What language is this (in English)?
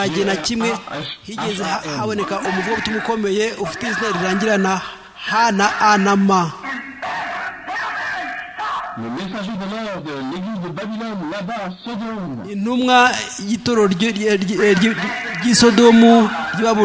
Kinyarwanda